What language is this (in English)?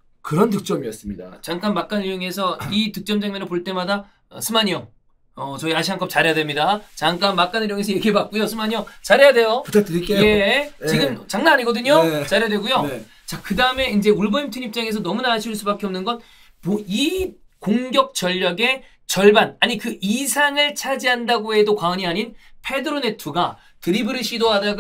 Korean